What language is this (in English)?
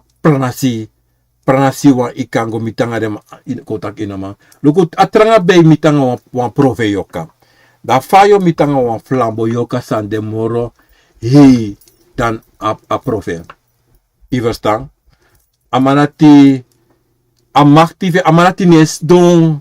Sranan Tongo